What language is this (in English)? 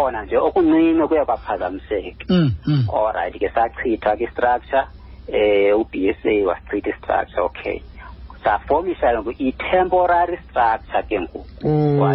Xhosa